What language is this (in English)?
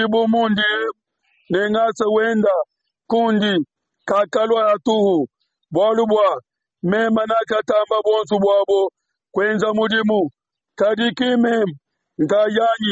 Luba-Lulua